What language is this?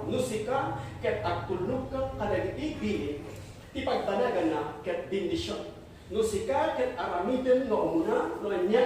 Iloko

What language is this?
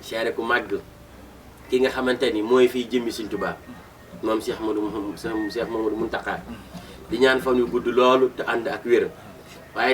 Wolof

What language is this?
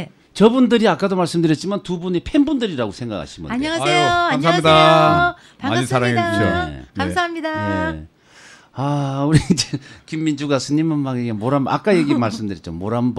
Korean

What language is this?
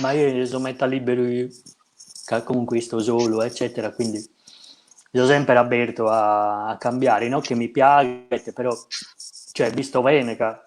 Sardinian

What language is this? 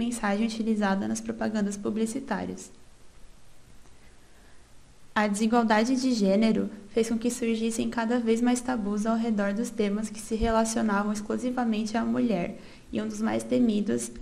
Portuguese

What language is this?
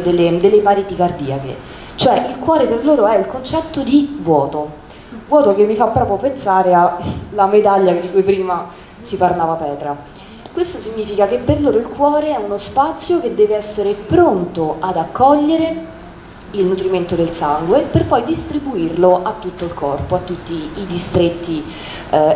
Italian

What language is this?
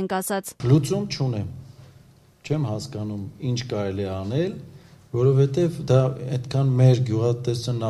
Armenian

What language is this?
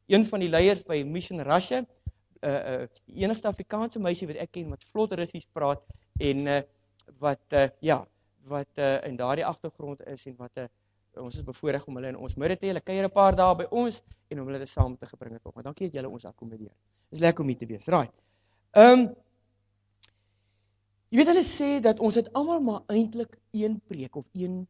Afrikaans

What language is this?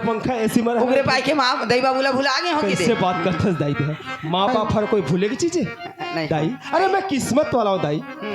Chhattisgarhi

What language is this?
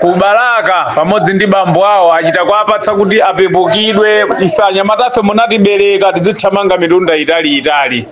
Nyanja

